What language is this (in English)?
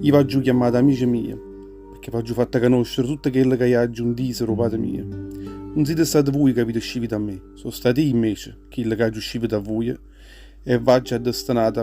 Neapolitan